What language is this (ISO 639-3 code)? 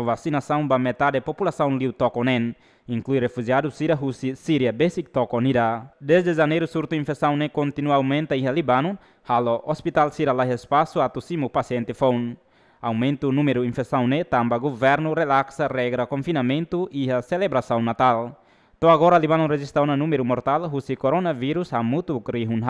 tet